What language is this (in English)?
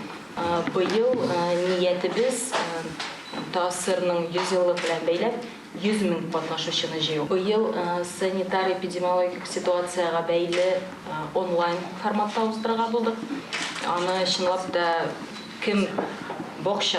Tatar